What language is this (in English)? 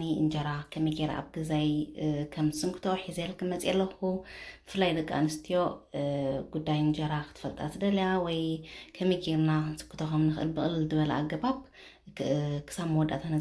Tigrinya